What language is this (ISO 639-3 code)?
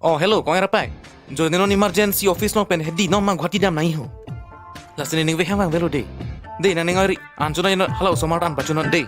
mjw